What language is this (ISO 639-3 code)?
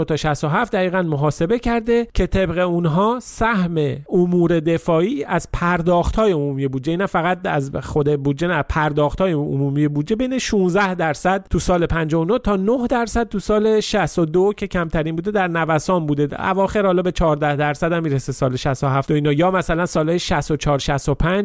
fas